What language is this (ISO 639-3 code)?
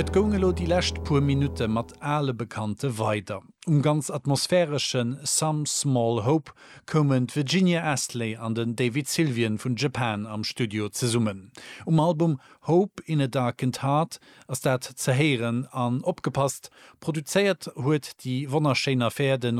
ltz